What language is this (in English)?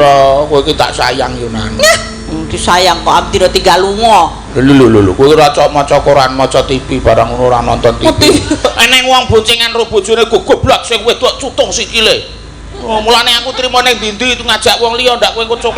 Javanese